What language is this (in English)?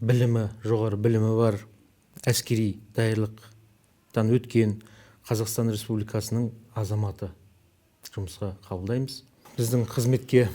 Kazakh